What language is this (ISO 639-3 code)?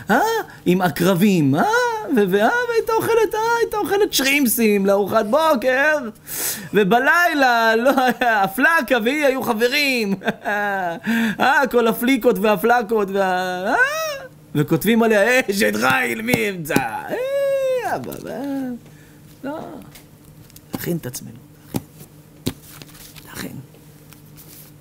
heb